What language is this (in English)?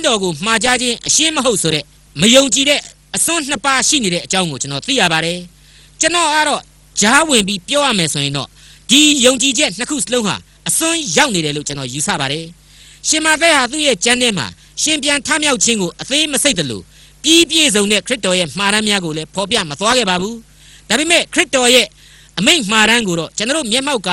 Burmese